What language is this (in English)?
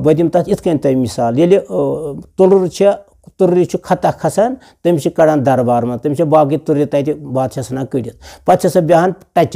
Kashmiri